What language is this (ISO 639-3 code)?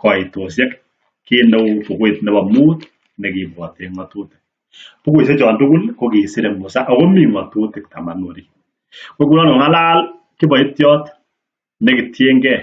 kln